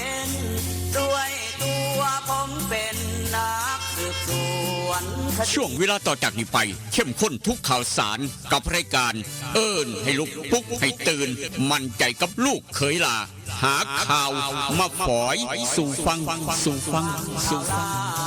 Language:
Northeastern Thai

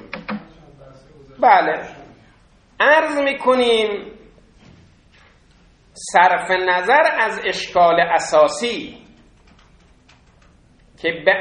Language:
Persian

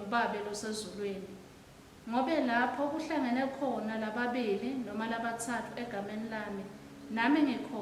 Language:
Swati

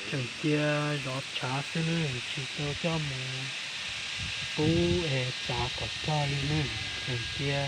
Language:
Hmong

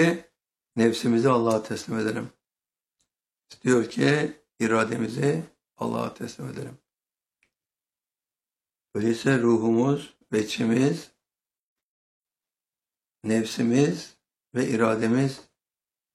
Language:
Turkish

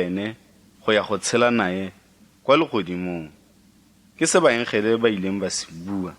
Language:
Tswana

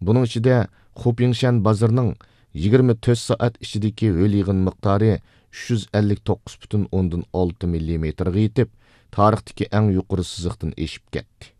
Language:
Uyghur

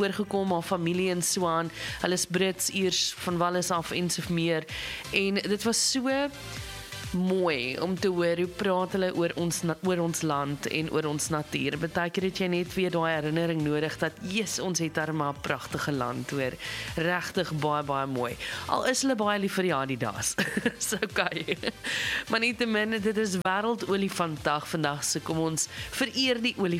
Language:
Afrikaans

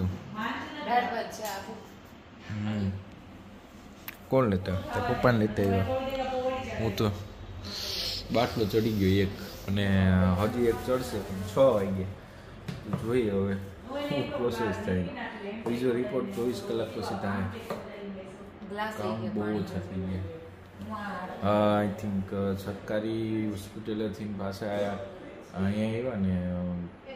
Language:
Gujarati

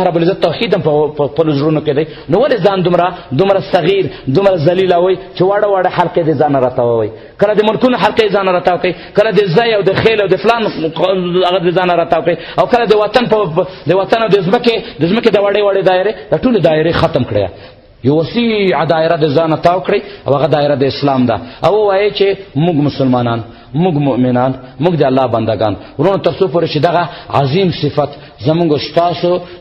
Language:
Pashto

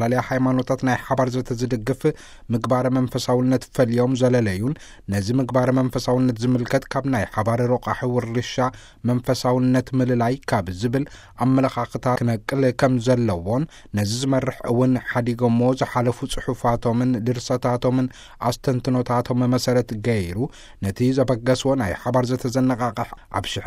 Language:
Tigrinya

